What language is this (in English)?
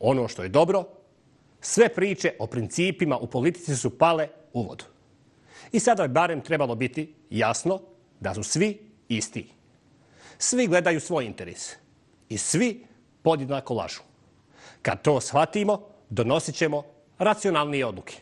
Bosnian